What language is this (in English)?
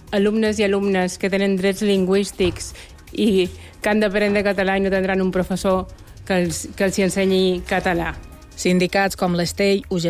Catalan